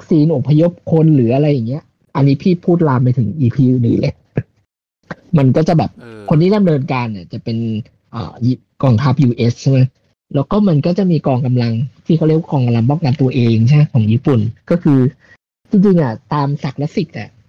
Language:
Thai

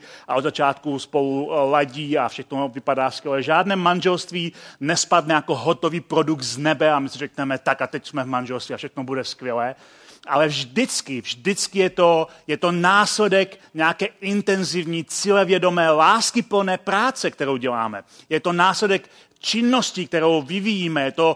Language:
Czech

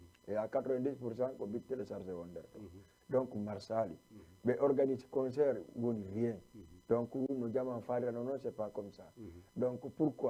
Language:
Fula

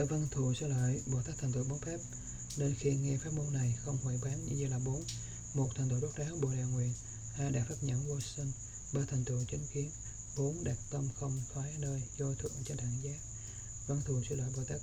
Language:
Vietnamese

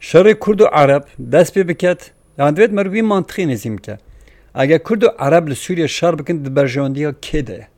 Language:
Kurdish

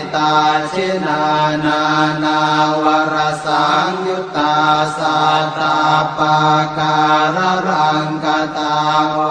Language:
Pali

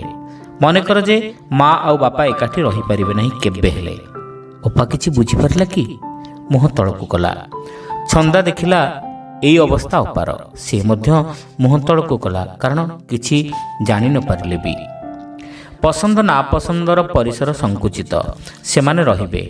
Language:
Odia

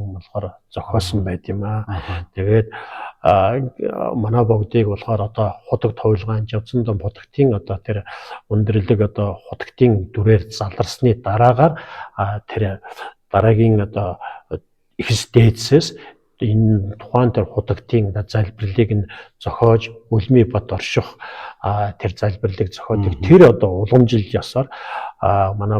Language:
Mongolian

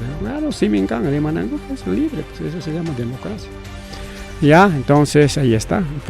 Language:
Ayacucho Quechua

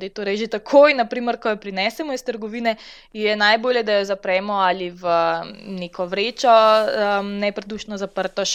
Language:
Slovenian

